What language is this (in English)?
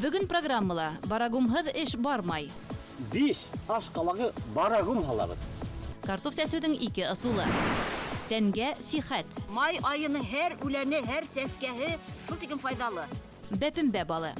Bashkir